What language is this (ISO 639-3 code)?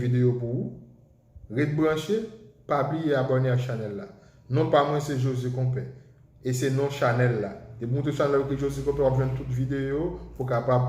hat